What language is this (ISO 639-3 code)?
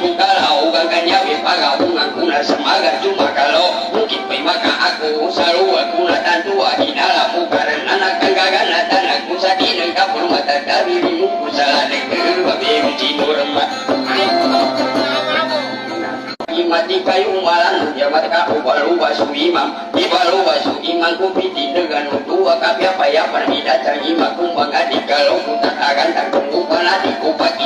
msa